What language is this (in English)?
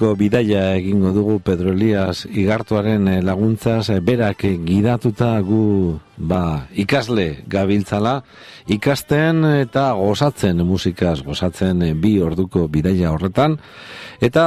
Basque